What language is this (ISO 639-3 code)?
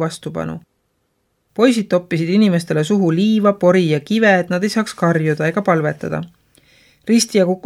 est